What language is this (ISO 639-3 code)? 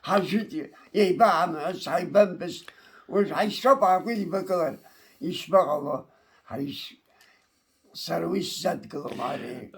abk